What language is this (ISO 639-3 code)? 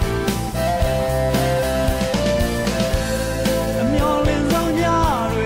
mya